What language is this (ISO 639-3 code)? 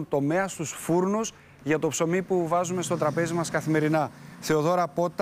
ell